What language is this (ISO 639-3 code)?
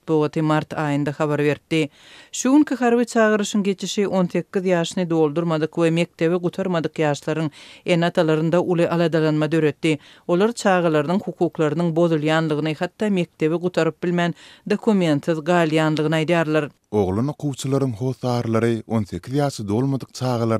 tuk